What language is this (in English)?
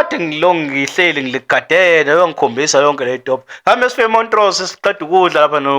Zulu